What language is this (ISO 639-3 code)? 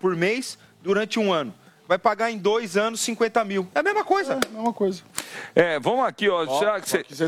por